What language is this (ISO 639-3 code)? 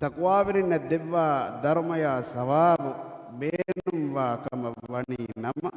div